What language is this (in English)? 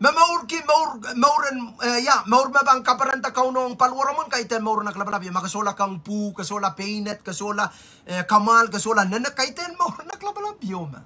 Pohnpeian